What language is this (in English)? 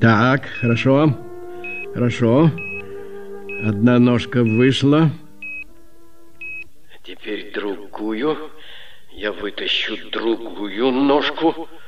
Russian